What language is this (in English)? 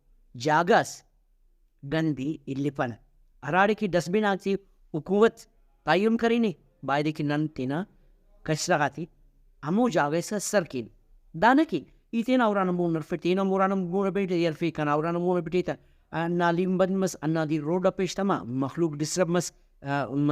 Brahui